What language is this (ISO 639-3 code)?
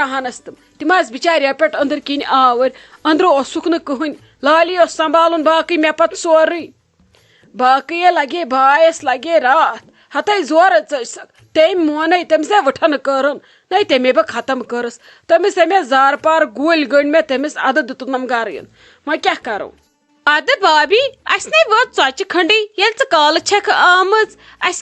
kas